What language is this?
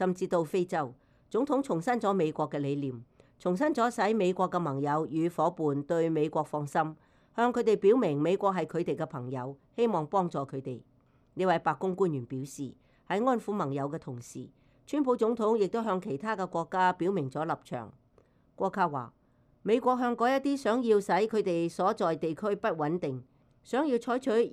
Cantonese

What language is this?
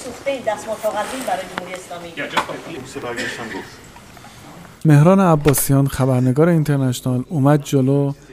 Persian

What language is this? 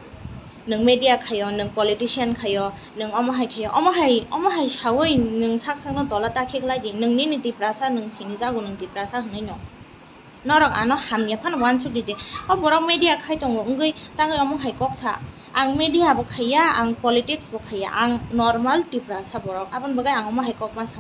Kok Borok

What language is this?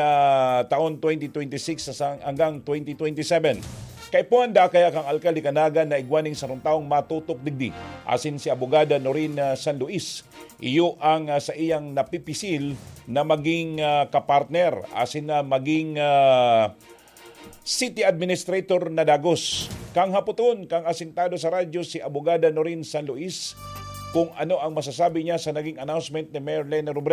Bikol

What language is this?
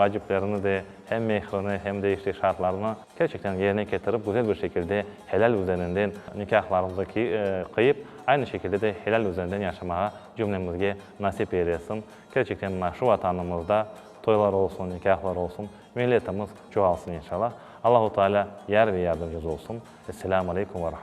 Crimean Tatar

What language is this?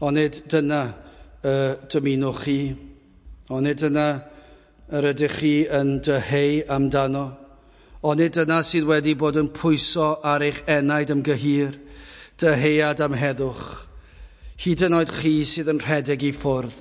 Welsh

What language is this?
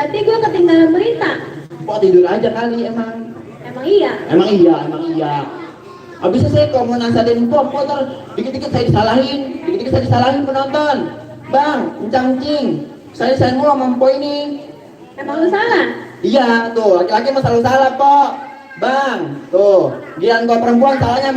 Betawi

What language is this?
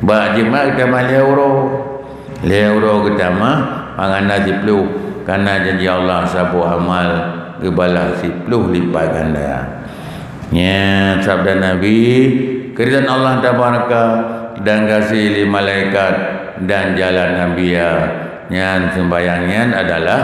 Achinese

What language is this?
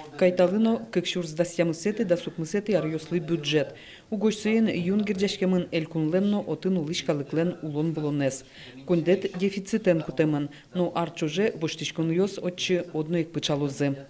Udmurt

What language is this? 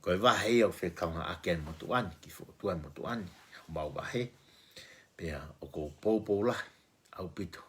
Tongan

